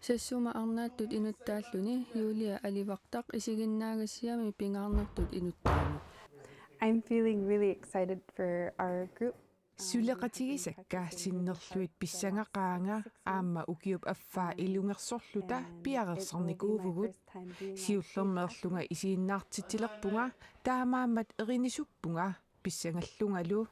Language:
Kalaallisut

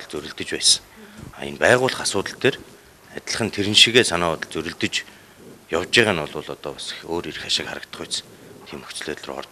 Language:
Mongolian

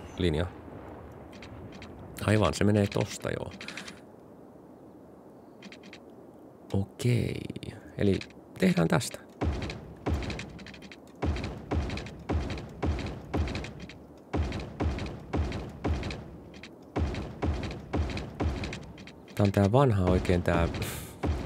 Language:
Finnish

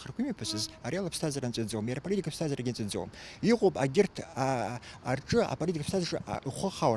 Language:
Abkhazian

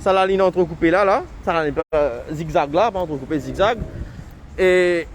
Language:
Morisyen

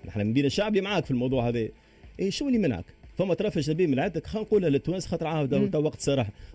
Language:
Tunisian Arabic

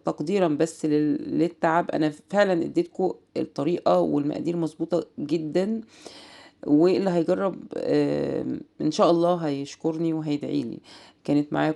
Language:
Egyptian Arabic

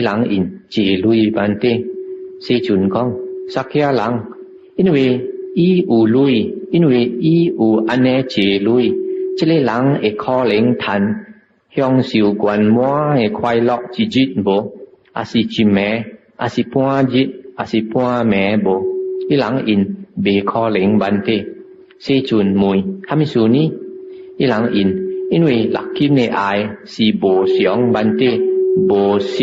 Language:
Min Nan Chinese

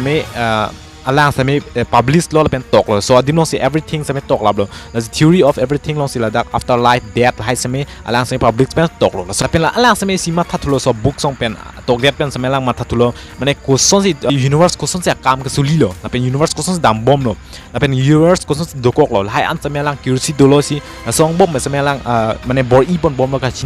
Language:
Karbi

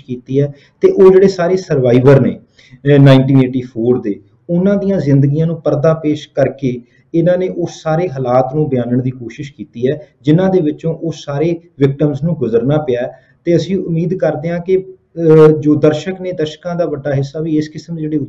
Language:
Punjabi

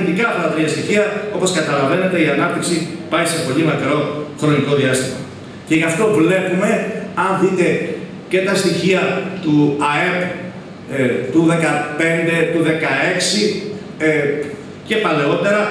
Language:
Greek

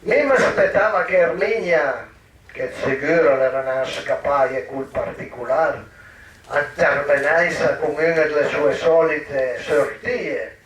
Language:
Piedmontese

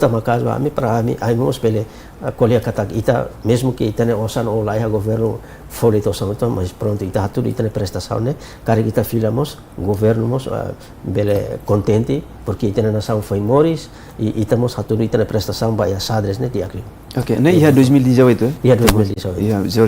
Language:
Tetum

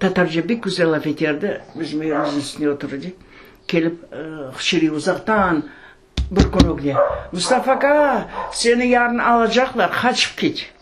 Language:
Crimean Tatar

